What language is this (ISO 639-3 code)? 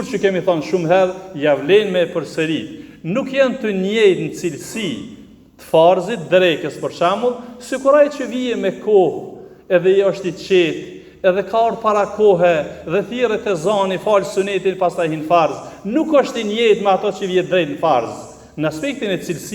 sqi